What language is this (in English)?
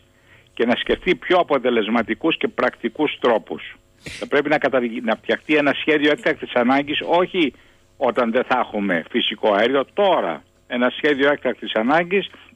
Greek